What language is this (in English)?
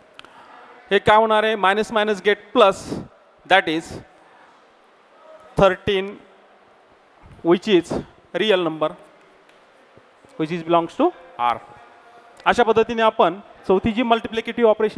Marathi